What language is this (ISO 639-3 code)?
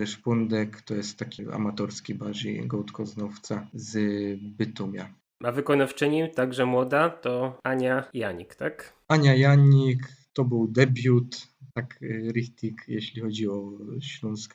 szl